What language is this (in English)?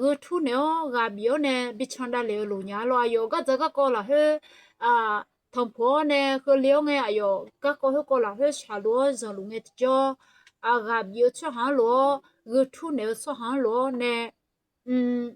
Akha